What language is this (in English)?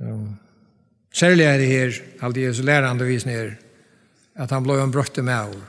Faroese